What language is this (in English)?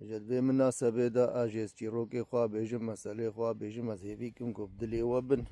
Kurdish